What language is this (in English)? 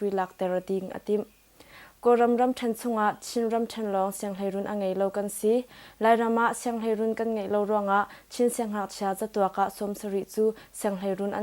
Hakha Chin